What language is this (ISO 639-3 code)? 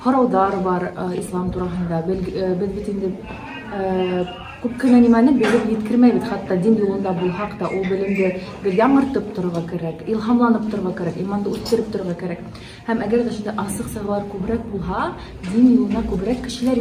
bak